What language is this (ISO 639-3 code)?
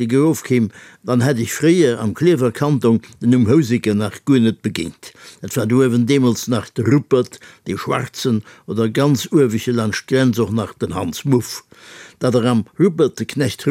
ltz